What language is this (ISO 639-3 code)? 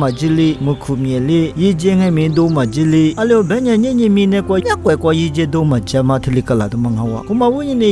lis